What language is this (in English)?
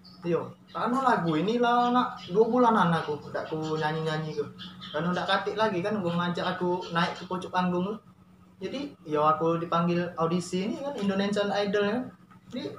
Musi